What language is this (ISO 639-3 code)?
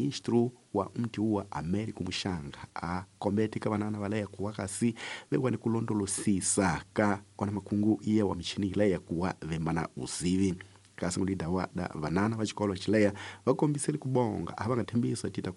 tso